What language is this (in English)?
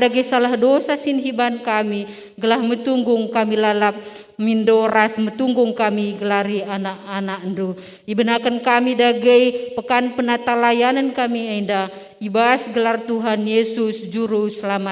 Batak Karo